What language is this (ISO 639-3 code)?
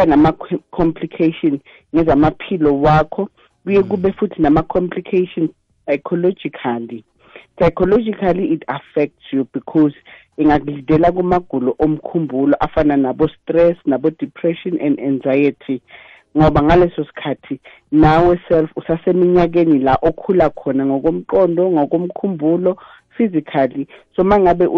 nbl